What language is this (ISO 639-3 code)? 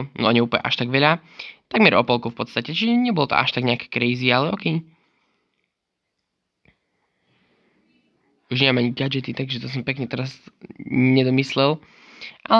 slk